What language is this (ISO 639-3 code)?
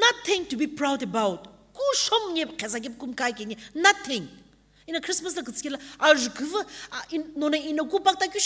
nsm